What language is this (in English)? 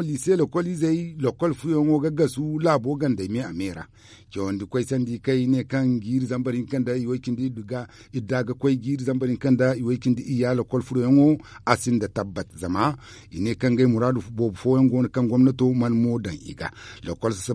Zarma